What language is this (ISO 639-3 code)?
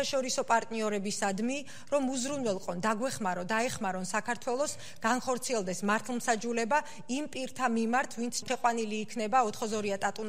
kat